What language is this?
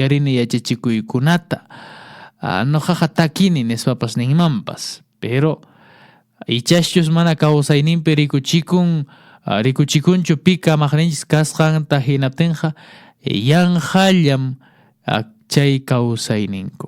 Quechua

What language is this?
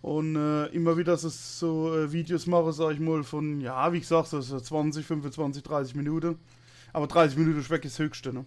Palatine German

